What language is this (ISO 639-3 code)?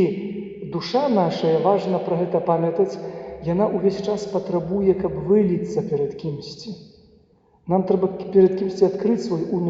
bel